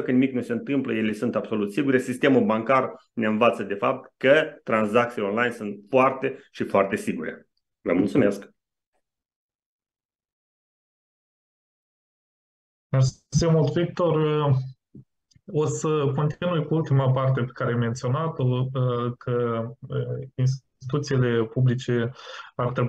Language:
Romanian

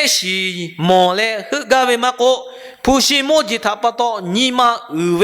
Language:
Lahu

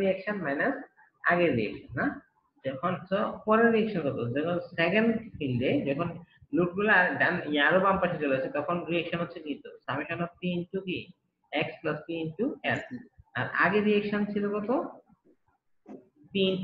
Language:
Bangla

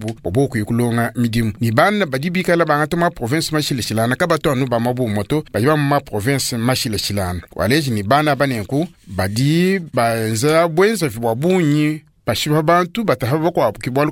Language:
Luba-Lulua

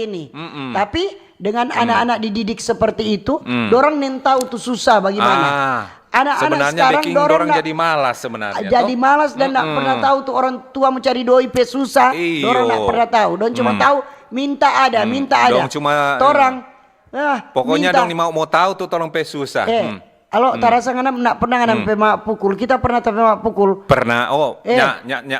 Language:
Manado Malay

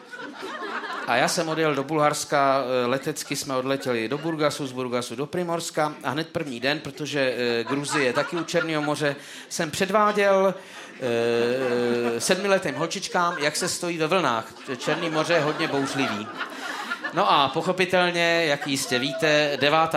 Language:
Czech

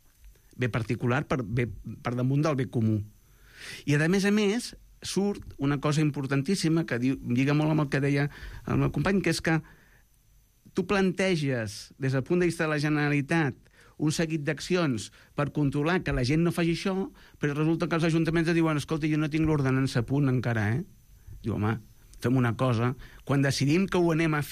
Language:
Catalan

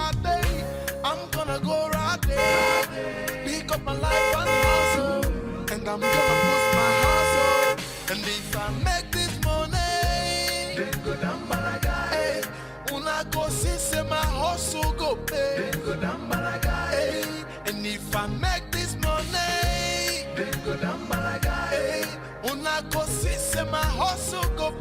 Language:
Nigerian Pidgin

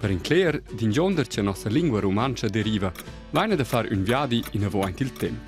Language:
Romansh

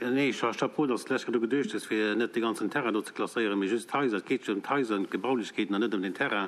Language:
Luxembourgish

